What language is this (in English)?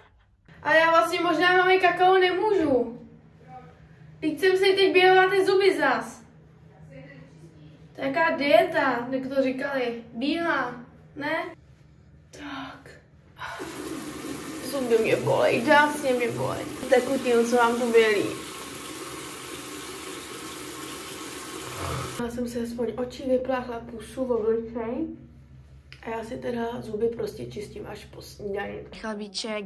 Czech